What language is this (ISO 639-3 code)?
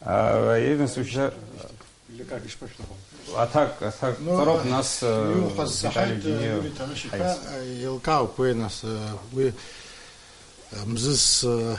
abk